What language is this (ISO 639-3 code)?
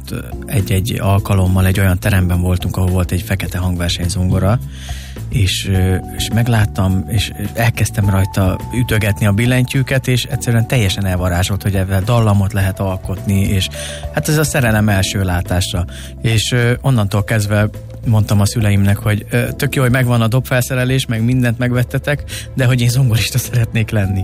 hun